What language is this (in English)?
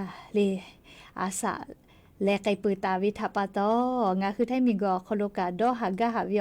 Lahu